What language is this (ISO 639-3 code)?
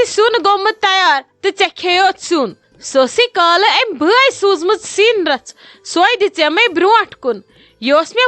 kas